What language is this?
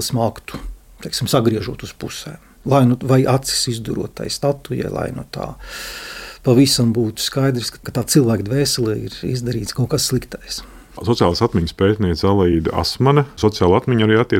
Latvian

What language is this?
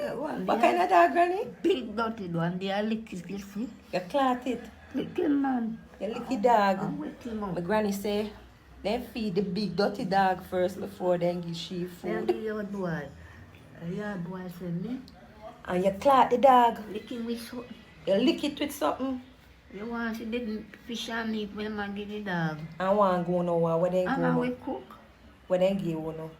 Jamaican Creole English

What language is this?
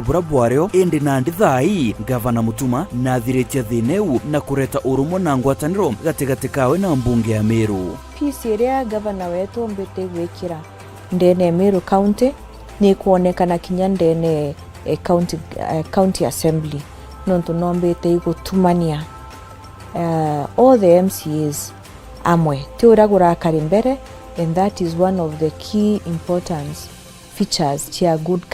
Meru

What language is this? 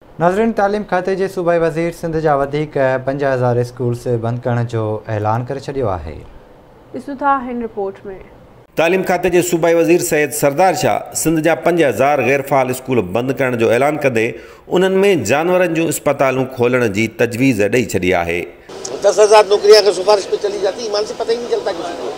Sindhi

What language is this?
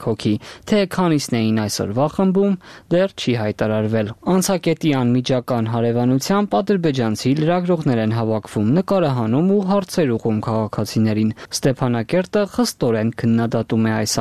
Armenian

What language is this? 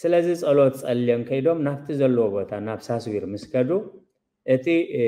Tigrinya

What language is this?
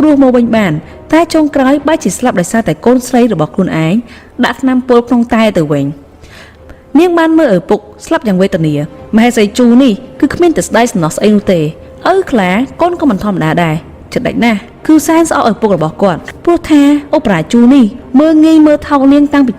Khmer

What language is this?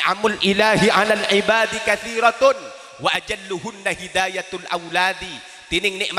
Madurese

